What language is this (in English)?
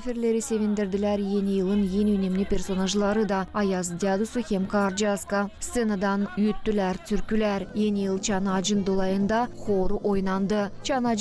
Gagauz